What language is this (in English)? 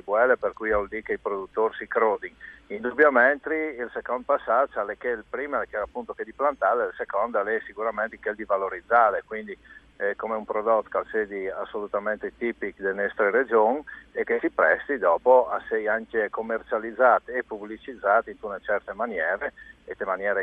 Friulian